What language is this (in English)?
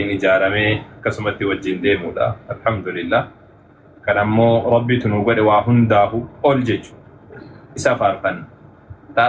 Oromo